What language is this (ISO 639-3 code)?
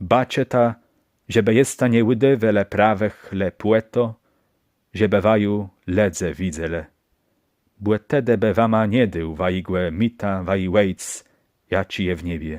csb